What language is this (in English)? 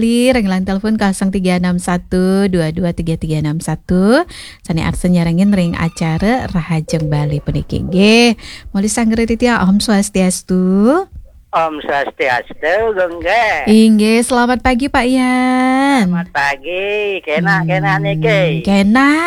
Balinese